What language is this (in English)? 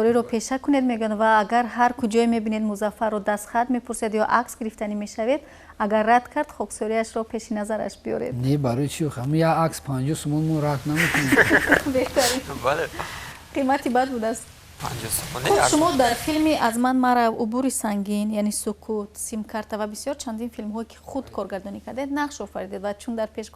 Tajik